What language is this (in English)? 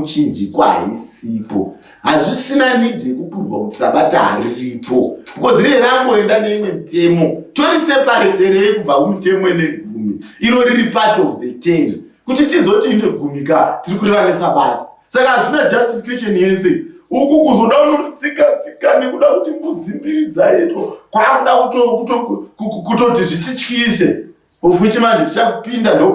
Shona